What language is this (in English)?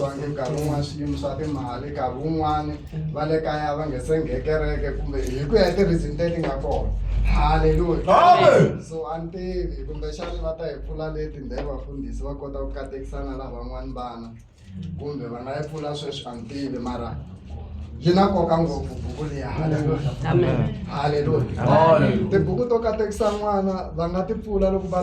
Tsonga